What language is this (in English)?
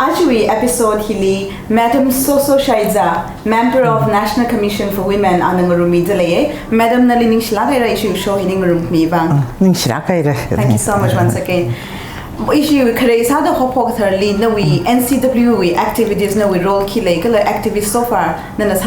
Tangkhul Naga (India)